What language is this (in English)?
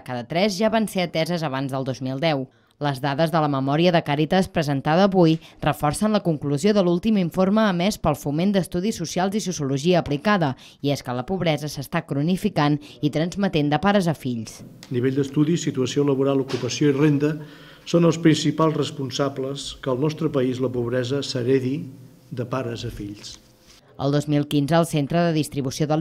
Catalan